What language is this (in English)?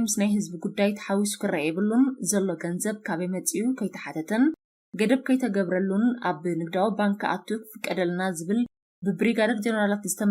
Tigrinya